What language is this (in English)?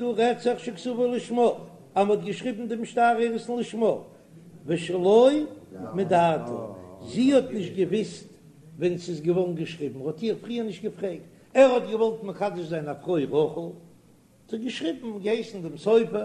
Yiddish